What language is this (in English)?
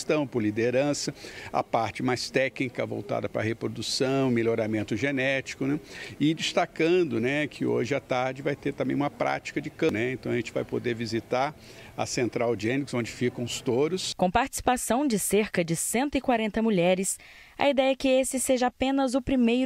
Portuguese